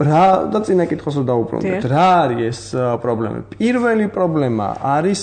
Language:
Georgian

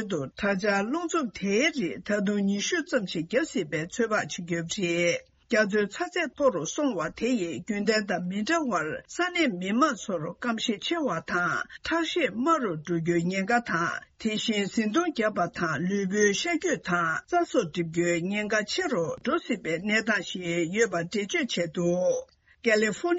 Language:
Tibetan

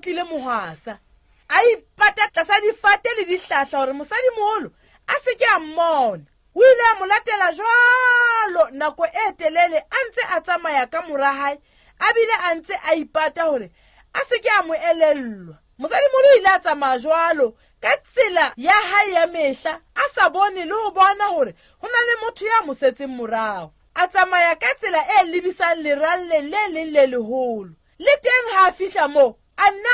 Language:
Southern Sotho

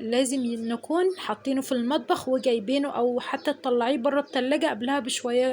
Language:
Egyptian Arabic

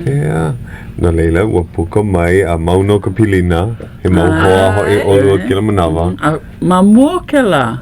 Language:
Hawaiian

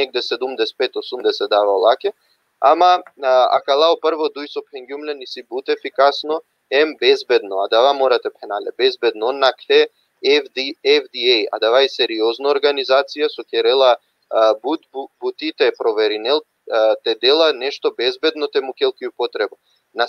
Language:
Balkan Romani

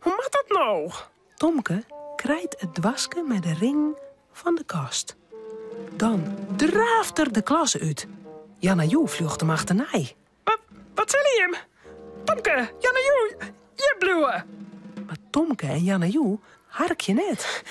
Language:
Western Frisian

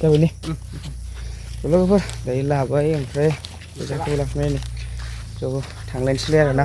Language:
Bodo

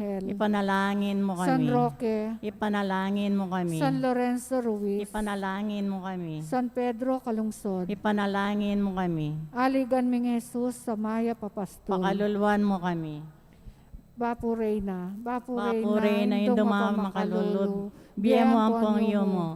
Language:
Pampanga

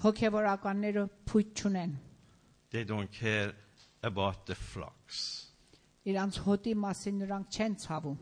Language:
Armenian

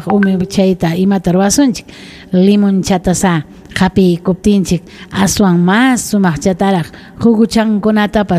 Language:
Ayacucho Quechua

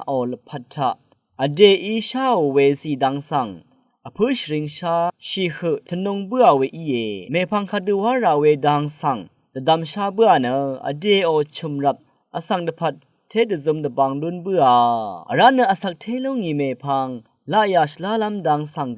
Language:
Rawang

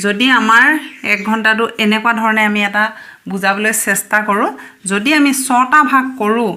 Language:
Assamese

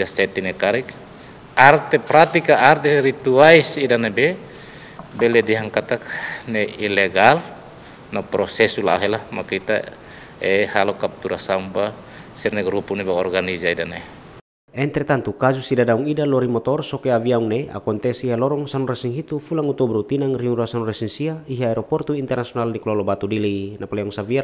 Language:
Tetum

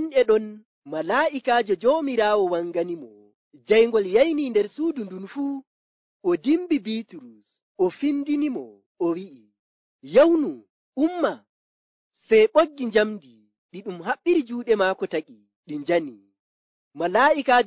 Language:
Nigerian Fulfulde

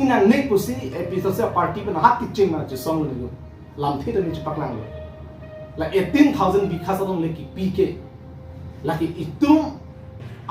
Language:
Karbi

